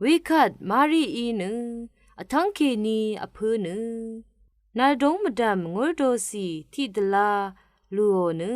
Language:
Rawang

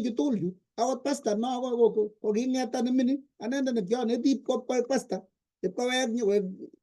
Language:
Kalenjin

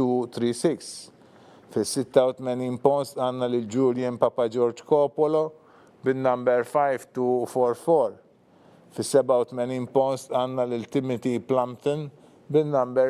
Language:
Maltese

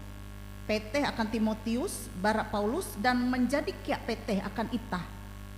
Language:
Ngaju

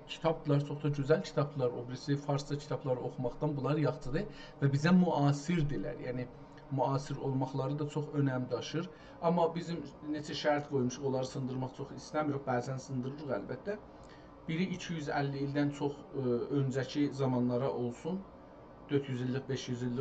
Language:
South Azerbaijani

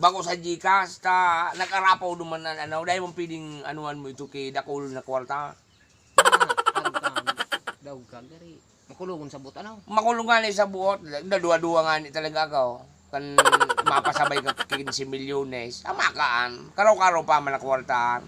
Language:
Bikol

